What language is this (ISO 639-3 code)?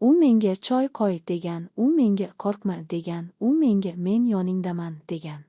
uzb